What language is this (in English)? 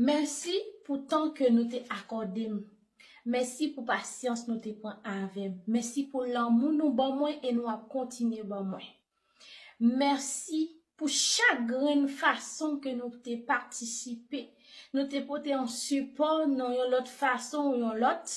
Haitian Creole